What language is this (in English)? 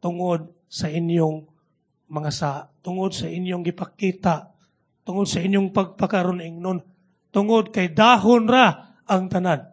Cebuano